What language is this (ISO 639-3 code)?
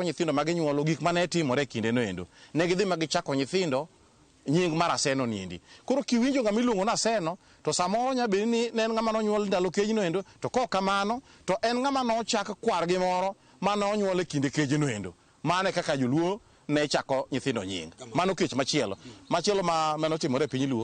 luo